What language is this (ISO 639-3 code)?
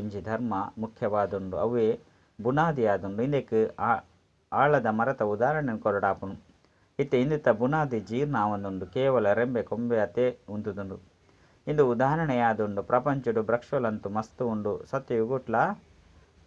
tcy